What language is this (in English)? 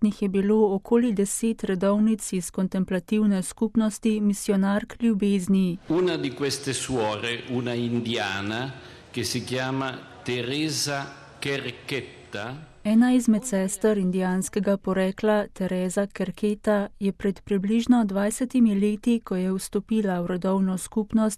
Slovenian